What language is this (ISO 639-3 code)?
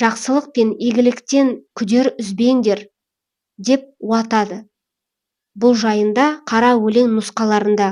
kaz